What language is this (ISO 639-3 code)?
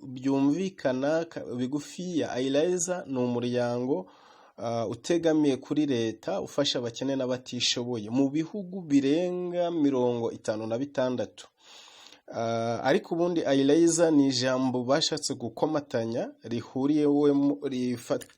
kin